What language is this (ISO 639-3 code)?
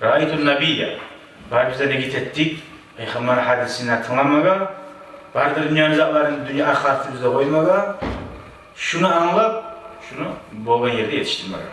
kum